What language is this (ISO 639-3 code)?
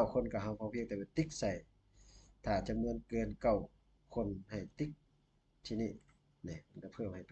lao